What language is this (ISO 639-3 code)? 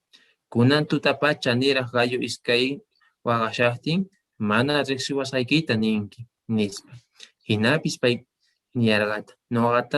quh